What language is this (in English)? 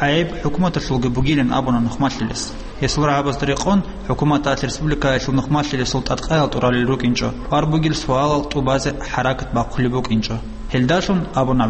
Avaric